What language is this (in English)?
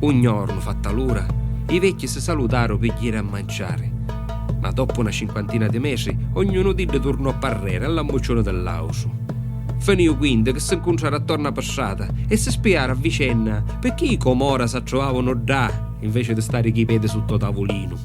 Sicilian